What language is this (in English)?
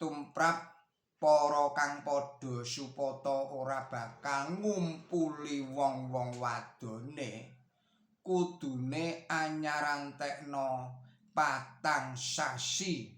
Javanese